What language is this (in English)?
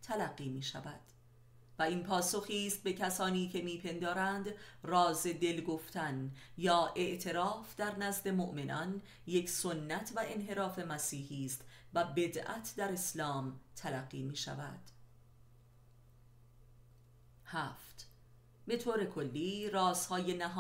Persian